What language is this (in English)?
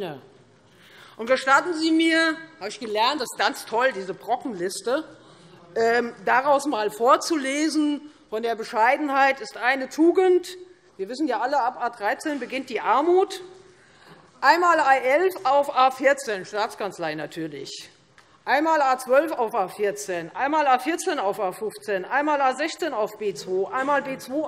German